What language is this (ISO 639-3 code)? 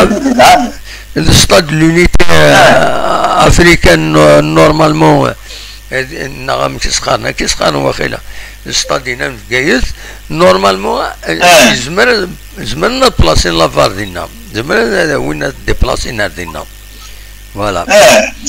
kab